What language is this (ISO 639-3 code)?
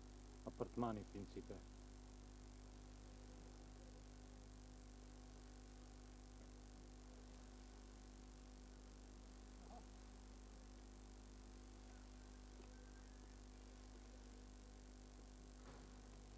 slk